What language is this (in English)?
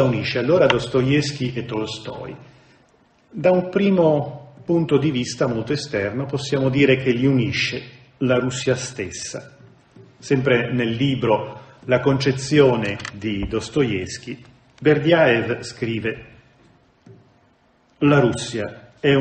Italian